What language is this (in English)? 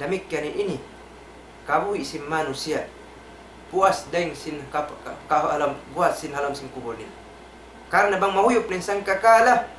Tausug